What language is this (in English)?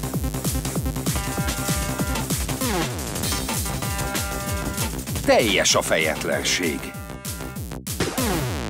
Hungarian